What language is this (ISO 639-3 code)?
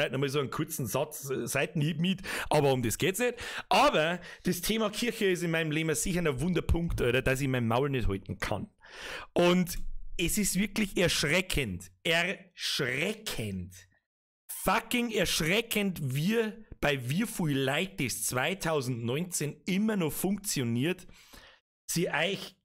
bar